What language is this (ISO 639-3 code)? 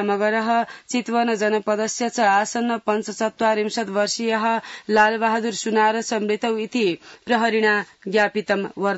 san